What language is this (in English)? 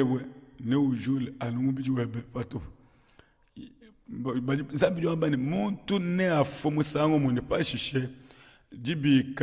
Luba-Lulua